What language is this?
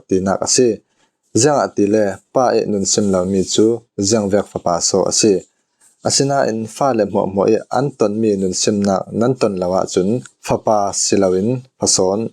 Falam Chin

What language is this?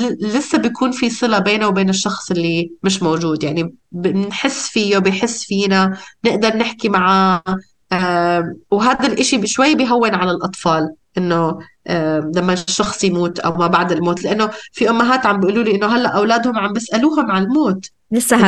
North Levantine Arabic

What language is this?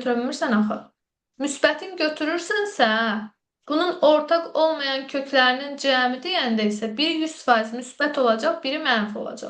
Azerbaijani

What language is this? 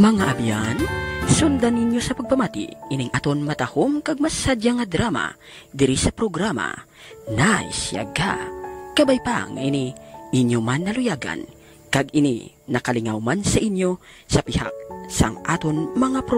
Hiligaynon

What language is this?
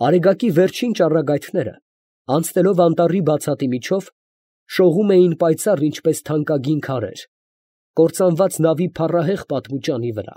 Armenian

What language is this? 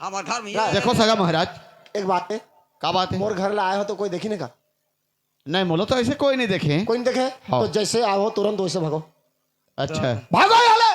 Chhattisgarhi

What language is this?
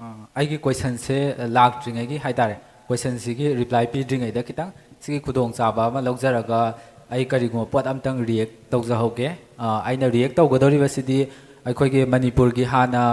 Manipuri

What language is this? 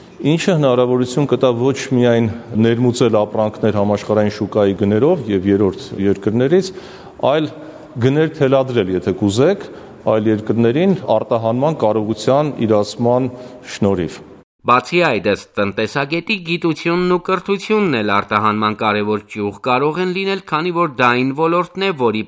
Armenian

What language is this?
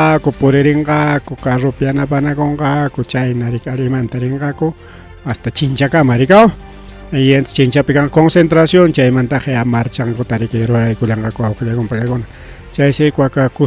Ayacucho Quechua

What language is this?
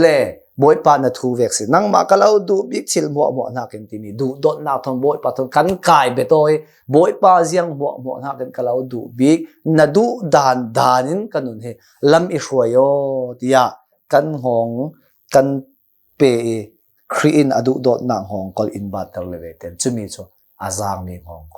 Hakha Chin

